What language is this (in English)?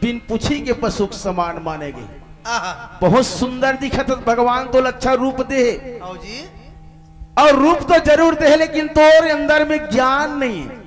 Chhattisgarhi